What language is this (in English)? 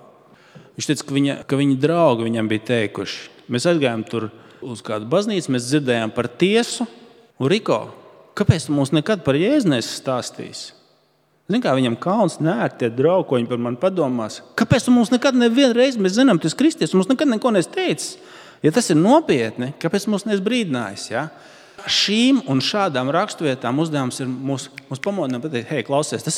Latvian